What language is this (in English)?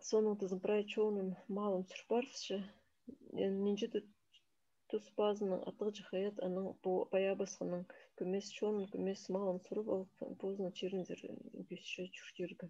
Khakas